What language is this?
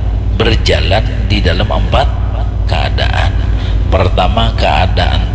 Banjar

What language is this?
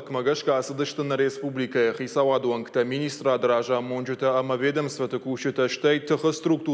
Ossetic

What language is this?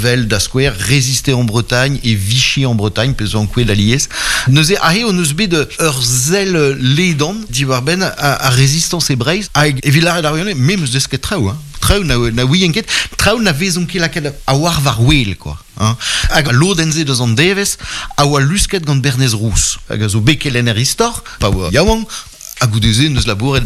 Breton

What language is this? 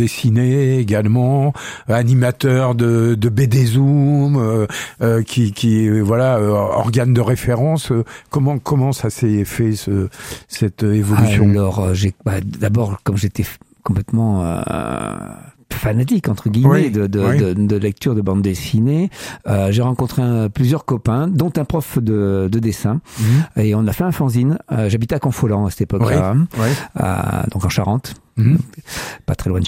French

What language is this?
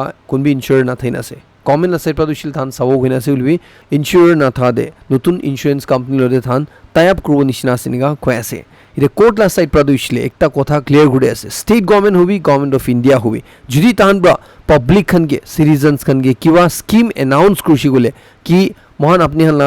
Naga Pidgin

